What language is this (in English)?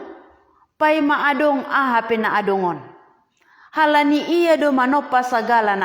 Batak Simalungun